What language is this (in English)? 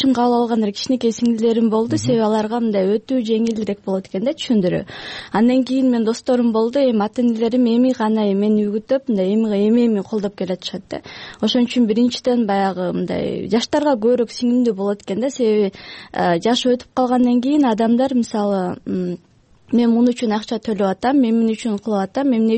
Kyrgyz